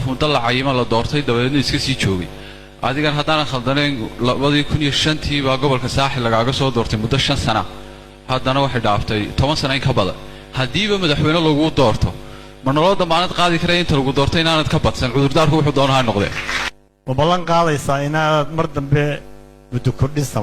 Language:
Somali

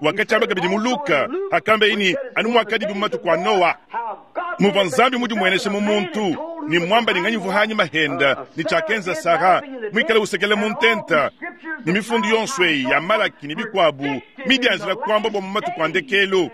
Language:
Luba-Lulua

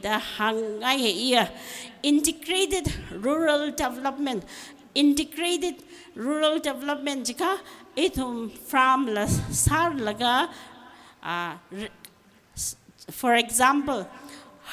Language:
Tangkhul Naga (India)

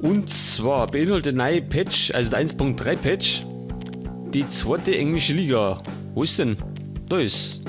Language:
Bavarian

